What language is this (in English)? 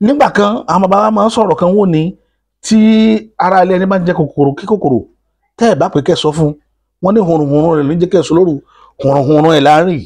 Yoruba